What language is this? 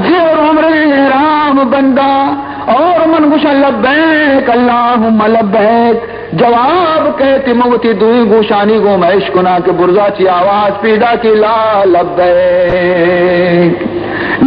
Baluchi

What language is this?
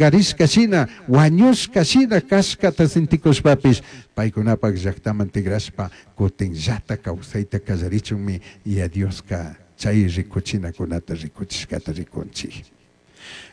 Chimborazo Highland Quichua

